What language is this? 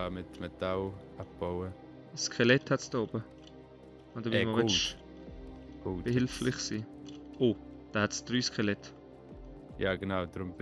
Swiss German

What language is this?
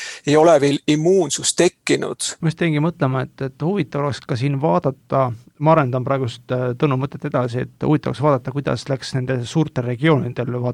Estonian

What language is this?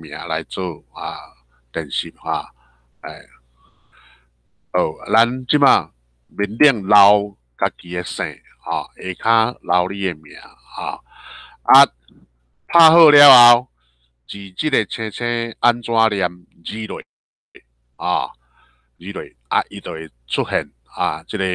Min Nan Chinese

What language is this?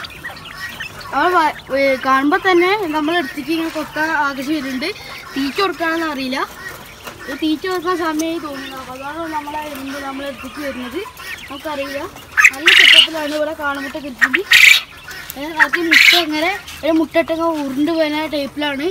Malayalam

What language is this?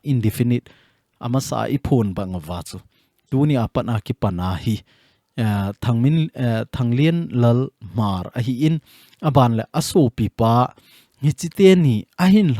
Thado Chin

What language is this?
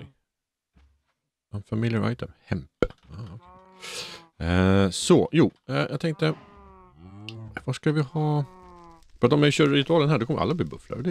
Swedish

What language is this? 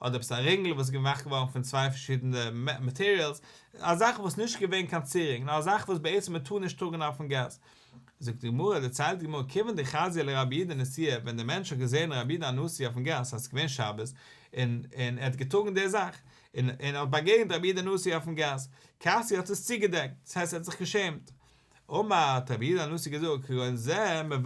Yiddish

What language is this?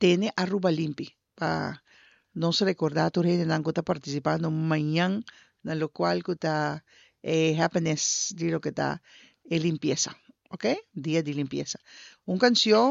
Papiamento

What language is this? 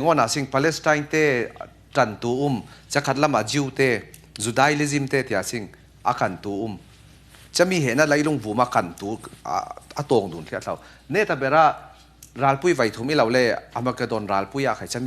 Falam Chin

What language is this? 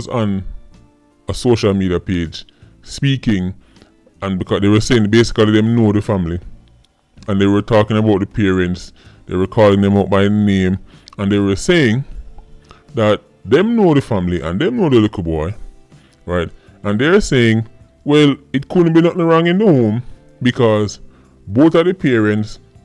Jamaican Creole English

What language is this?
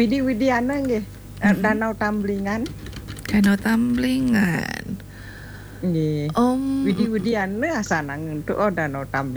Balinese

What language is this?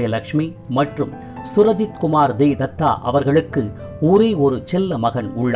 Tamil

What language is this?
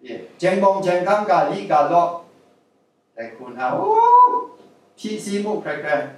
Kachin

